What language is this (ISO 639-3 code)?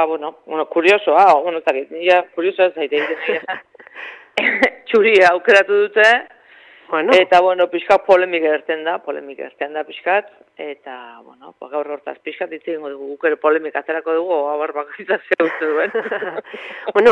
eus